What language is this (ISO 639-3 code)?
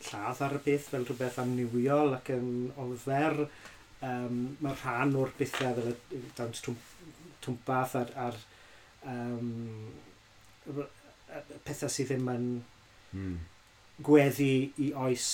cym